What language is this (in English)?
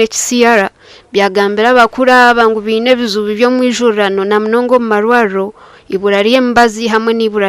Nyankole